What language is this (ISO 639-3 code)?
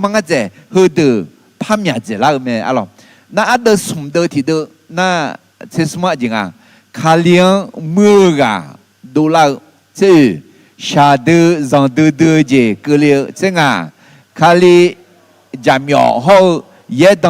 ahk